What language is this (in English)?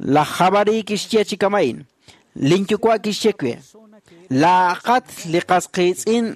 Kekchí